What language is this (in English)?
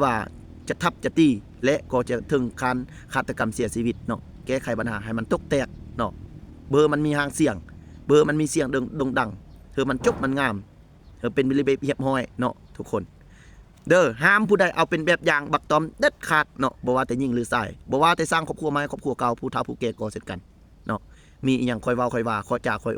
Lao